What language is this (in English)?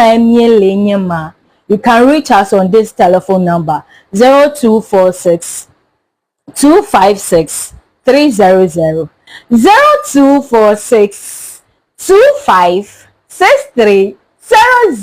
Ewe